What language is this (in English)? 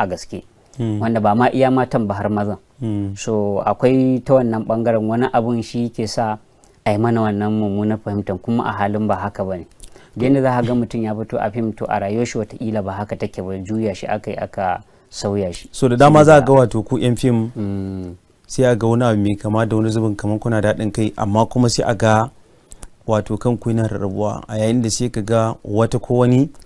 Hausa